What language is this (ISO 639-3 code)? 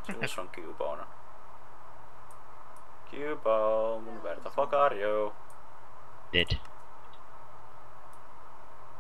fin